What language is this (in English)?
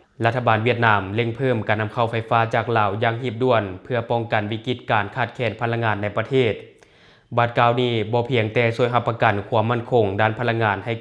Lao